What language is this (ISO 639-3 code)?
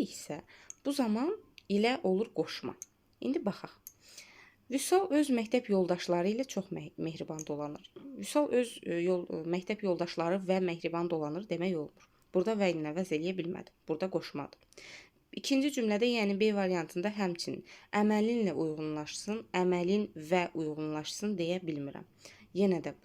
aze